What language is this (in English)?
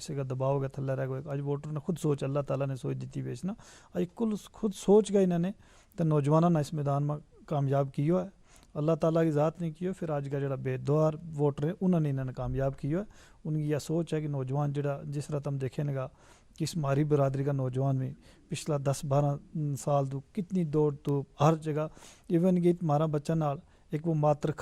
Gujari